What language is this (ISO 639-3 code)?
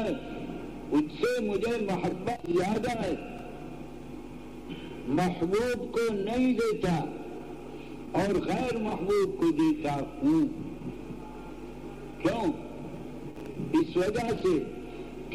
urd